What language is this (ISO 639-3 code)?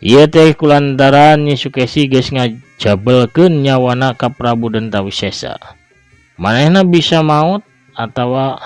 sun